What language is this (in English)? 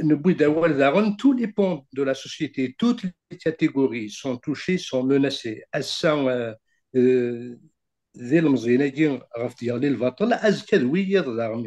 Kabyle